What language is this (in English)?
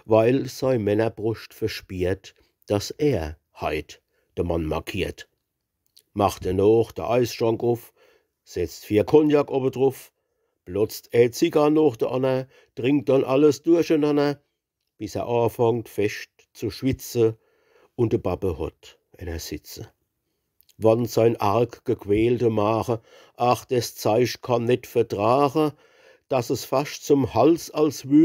Palatine German